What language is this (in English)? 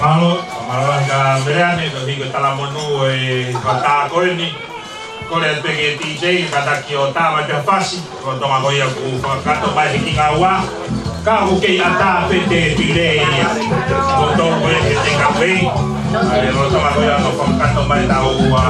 Tongan